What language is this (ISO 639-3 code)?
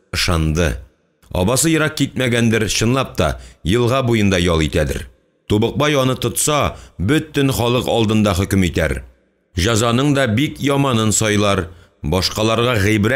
tat